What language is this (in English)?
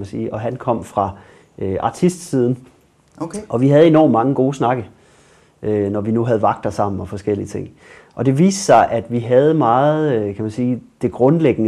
Danish